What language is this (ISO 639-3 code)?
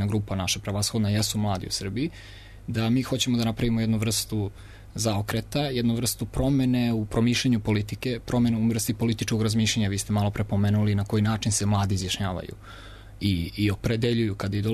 srp